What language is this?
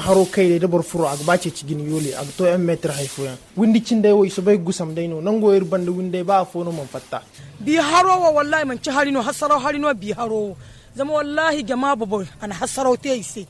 Zarma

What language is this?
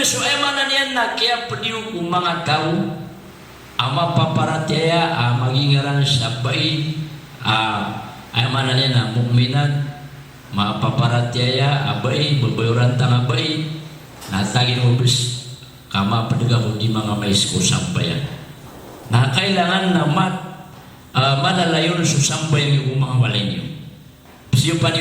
Maranao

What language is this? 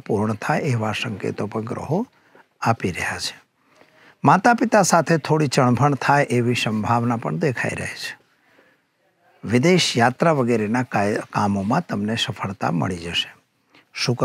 Gujarati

